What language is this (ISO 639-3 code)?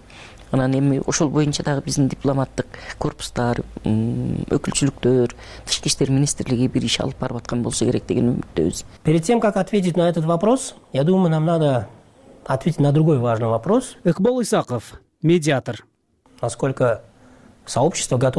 kir